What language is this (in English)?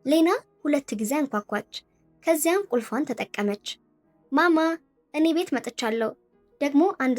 Amharic